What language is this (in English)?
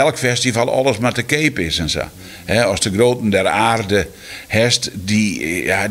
Western Frisian